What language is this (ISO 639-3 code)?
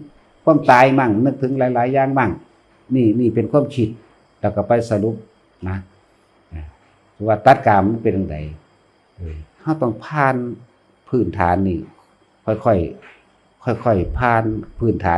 tts